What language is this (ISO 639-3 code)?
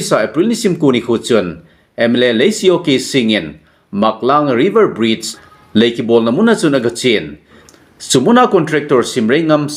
tcz